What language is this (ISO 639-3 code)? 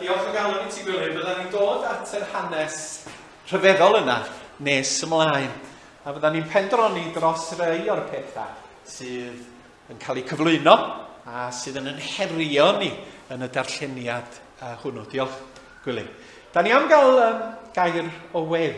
cym